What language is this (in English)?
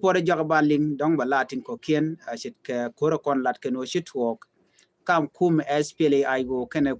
Nuer